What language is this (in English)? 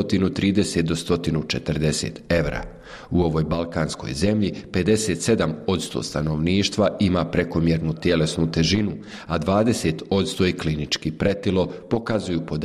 Bosnian